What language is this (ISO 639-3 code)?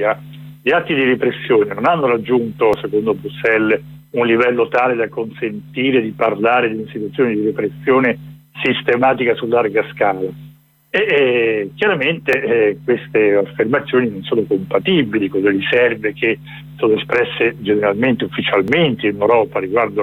ita